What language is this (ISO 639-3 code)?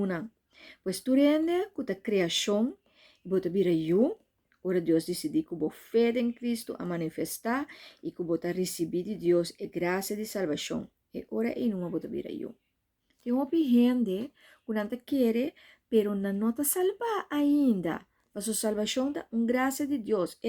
pap